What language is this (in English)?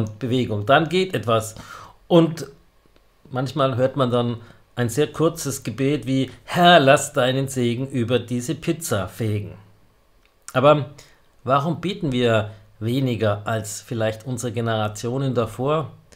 German